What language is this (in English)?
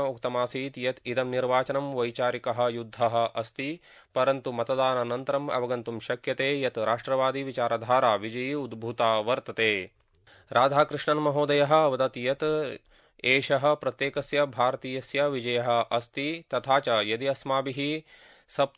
Sanskrit